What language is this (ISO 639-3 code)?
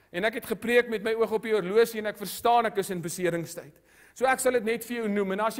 afr